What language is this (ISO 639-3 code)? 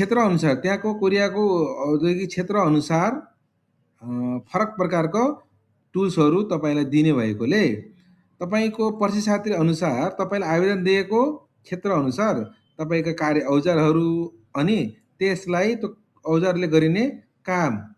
nep